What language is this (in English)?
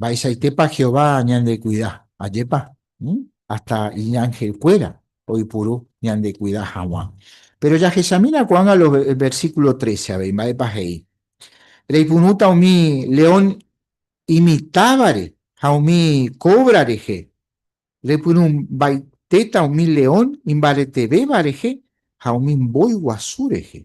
Guarani